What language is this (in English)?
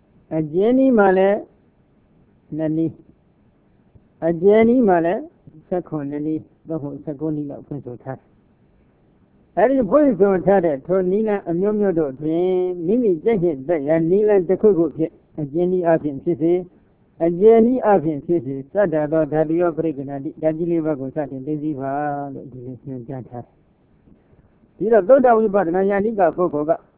Burmese